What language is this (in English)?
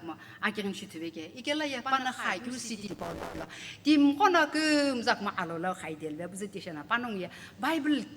Sumi Naga